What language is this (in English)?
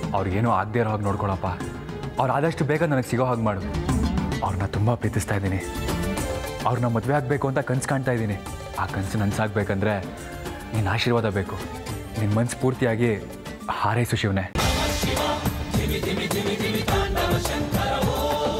Kannada